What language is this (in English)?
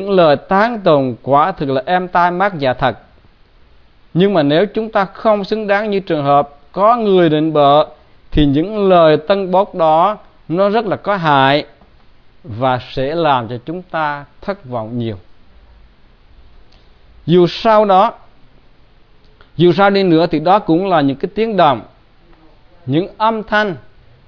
Vietnamese